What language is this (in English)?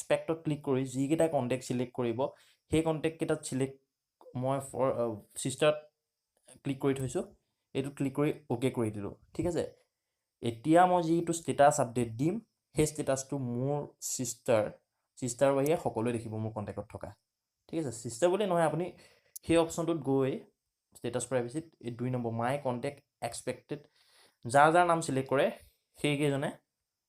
Assamese